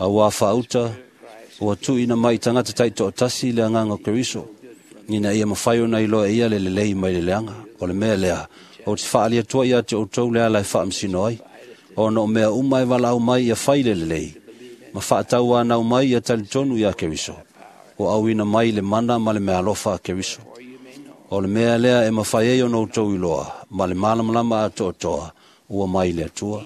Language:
Samoan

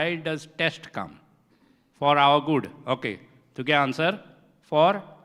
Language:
Konkani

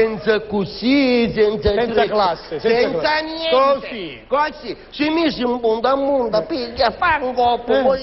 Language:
Sicilian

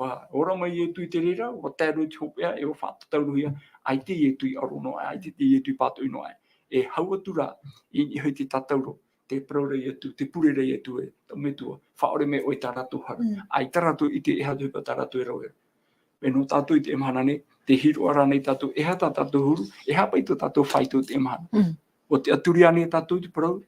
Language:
Tahitian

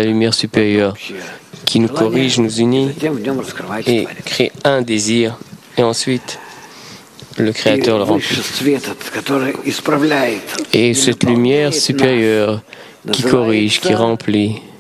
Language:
French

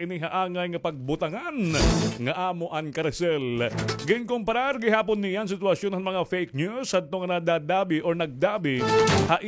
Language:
Waray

